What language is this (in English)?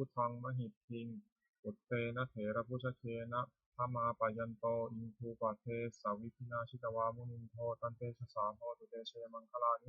Pali